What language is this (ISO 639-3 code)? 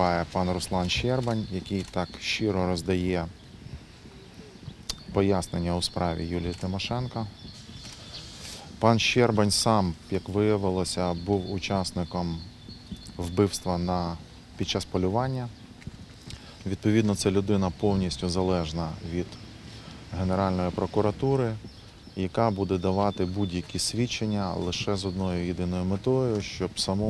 ukr